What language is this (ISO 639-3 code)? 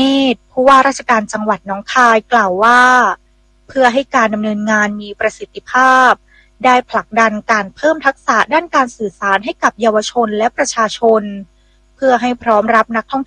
tha